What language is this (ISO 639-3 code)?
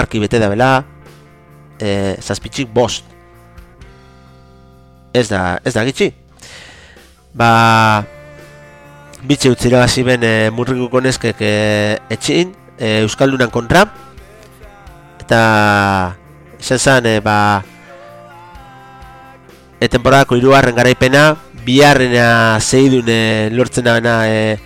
eus